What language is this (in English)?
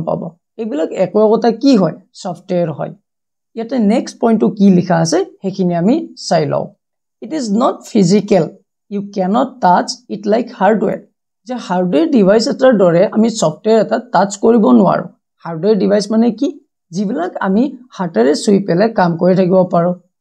Assamese